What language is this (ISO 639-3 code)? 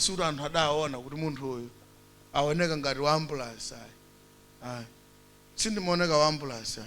nya